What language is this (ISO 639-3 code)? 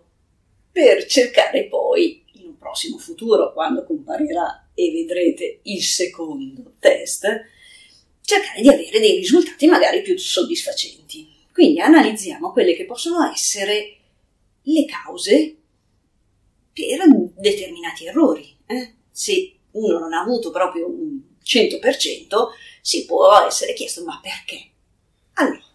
ita